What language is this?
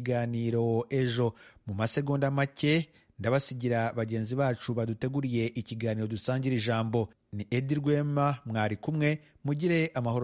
Kinyarwanda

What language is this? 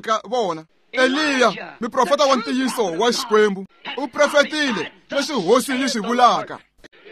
Tsonga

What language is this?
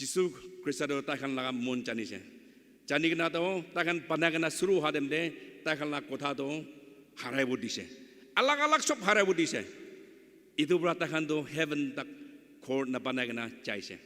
Naga Pidgin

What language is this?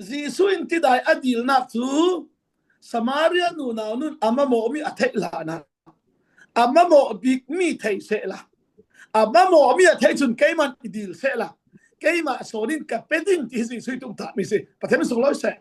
Falam Chin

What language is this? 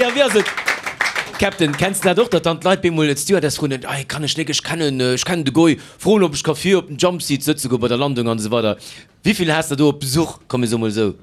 Luxembourgish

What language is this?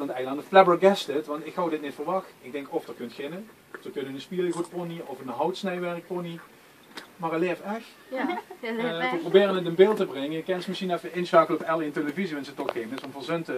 Limburgish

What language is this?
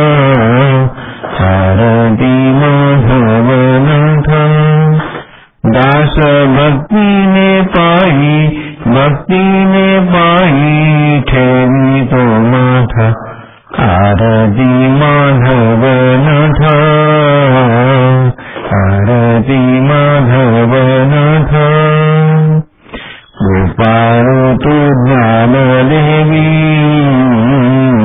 Marathi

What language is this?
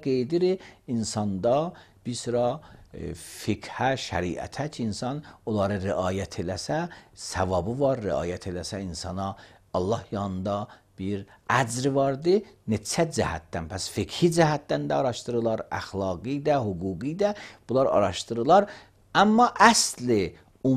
Azerbaijani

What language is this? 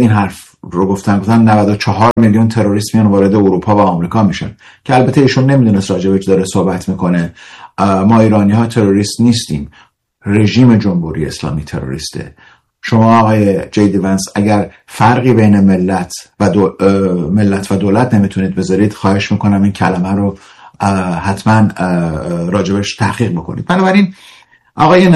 Persian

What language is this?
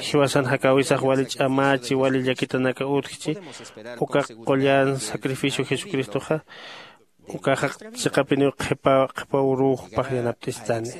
Aymara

